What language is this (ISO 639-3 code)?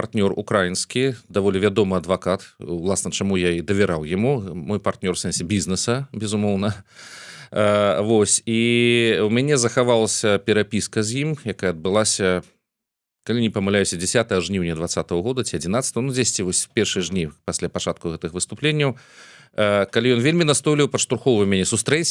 bel